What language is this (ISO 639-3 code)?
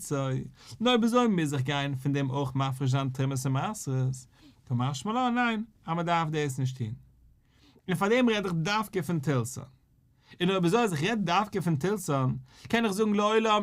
yid